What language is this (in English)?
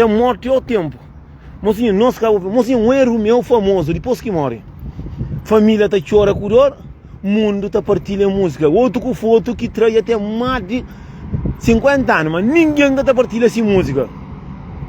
Kabuverdianu